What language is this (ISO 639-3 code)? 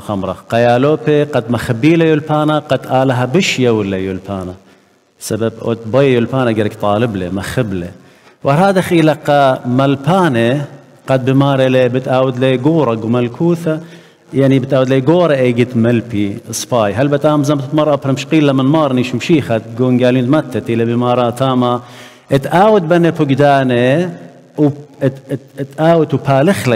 aii